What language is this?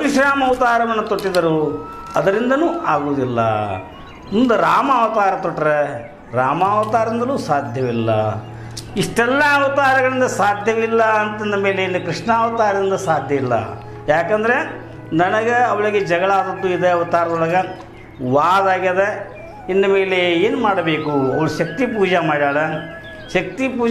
Kannada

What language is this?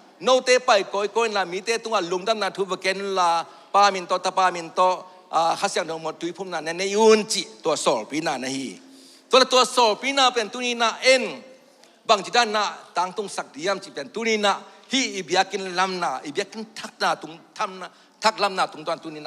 Tedim Chin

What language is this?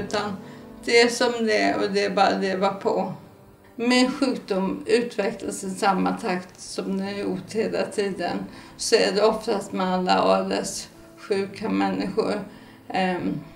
Swedish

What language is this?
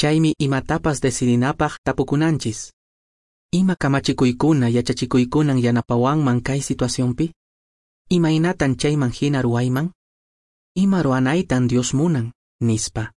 Quechua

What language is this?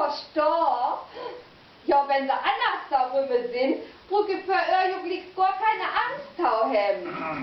Low German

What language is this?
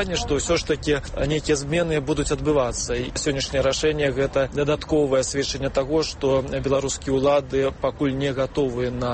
Belarusian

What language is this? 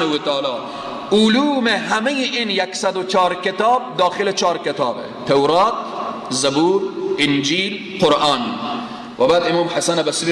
Persian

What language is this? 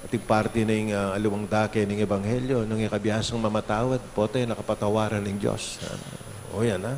Pampanga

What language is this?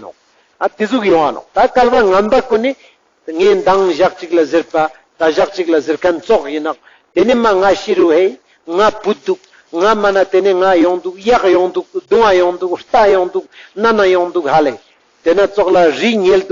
Ladakhi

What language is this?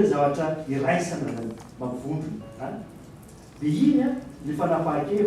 Malagasy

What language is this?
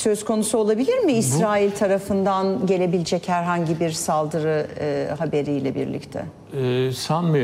Turkish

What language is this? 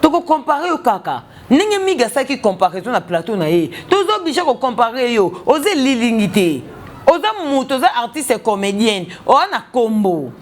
Lingala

